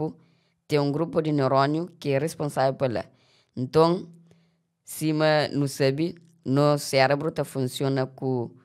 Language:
Kabuverdianu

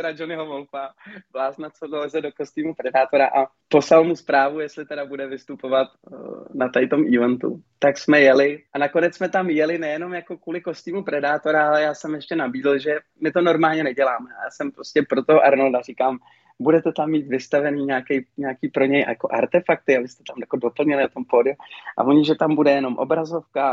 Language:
Czech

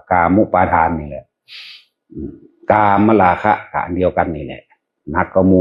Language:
Northeastern Thai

